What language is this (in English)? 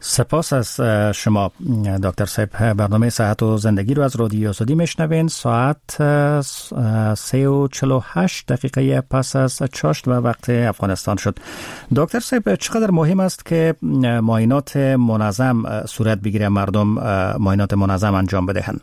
Persian